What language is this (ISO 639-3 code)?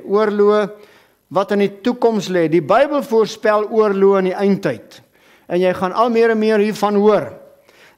afr